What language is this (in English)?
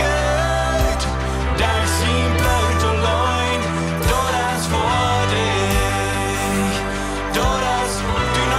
Plautdietsch